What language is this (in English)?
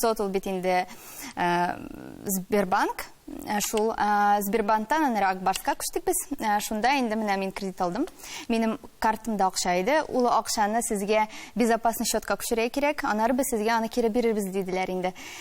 Tatar